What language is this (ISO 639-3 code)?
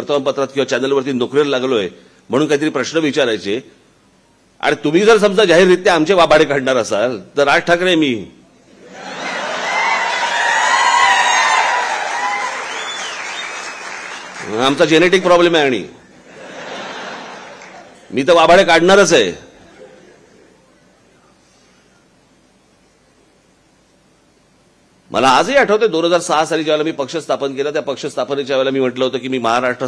mar